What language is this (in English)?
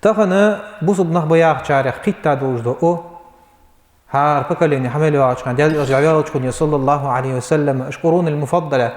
Ingush